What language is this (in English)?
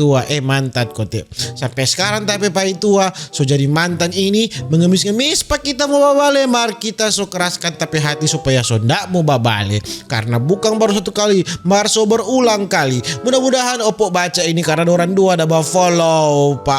Manado Malay